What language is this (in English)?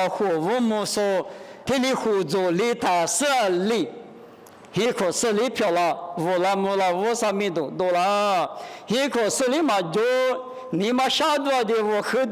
Lisu